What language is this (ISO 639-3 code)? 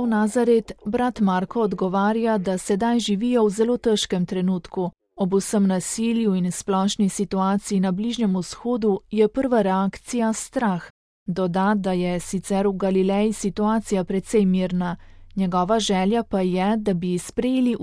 slv